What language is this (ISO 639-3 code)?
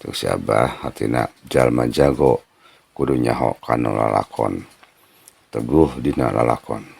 sun